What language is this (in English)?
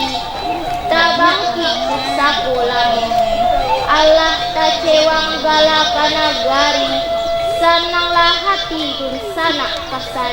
Minangkabau